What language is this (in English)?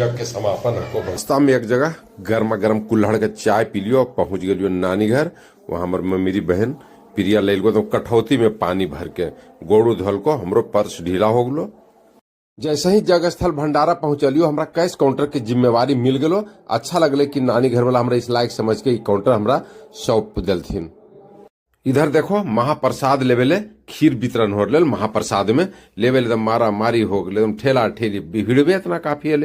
Magahi